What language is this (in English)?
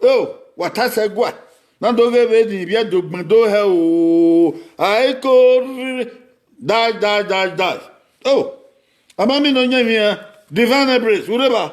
Bini